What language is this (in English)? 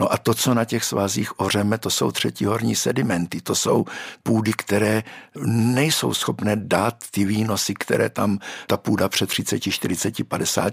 Czech